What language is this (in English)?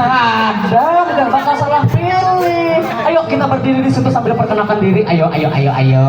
Banjar